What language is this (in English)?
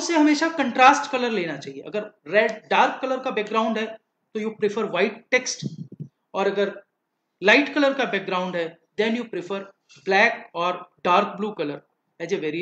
Hindi